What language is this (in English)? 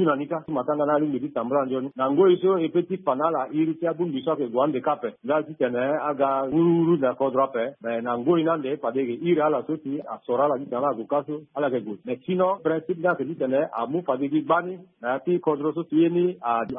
Sango